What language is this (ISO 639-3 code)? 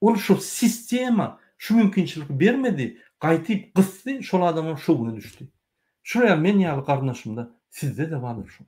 tuk